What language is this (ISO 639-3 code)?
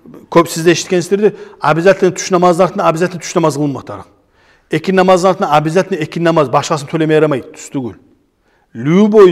kum